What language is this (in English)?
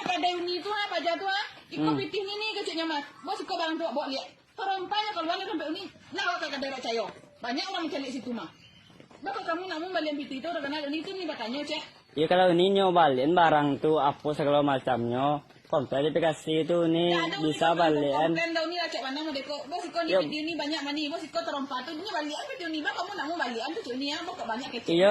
Minangkabau